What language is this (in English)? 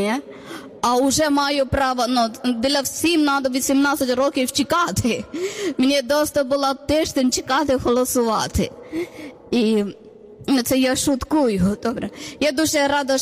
Ukrainian